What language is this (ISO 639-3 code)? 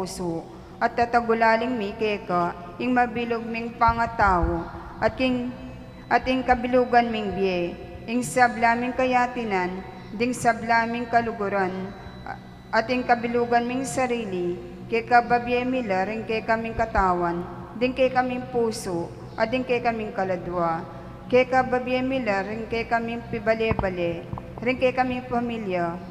pam